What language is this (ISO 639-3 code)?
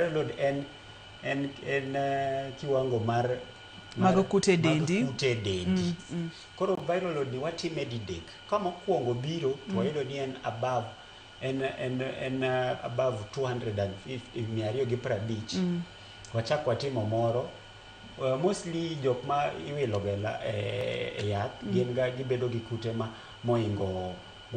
luo